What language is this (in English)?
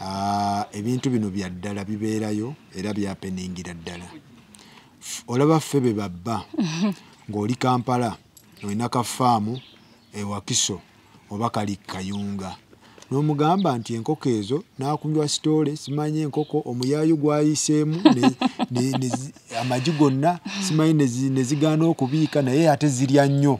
Ganda